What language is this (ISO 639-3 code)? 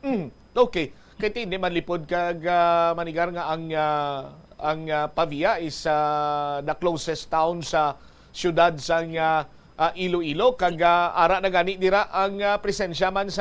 hil